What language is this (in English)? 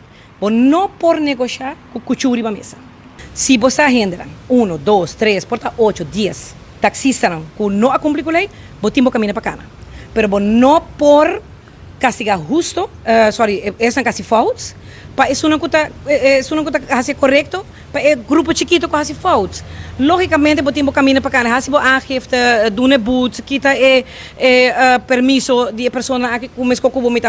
Papiamento